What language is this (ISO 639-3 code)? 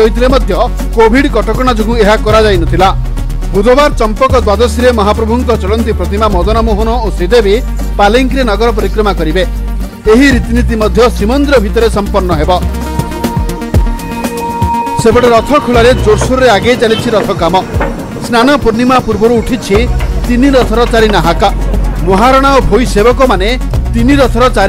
ori